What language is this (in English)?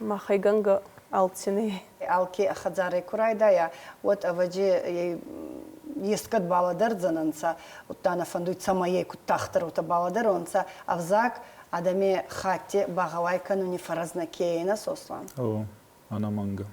Ossetic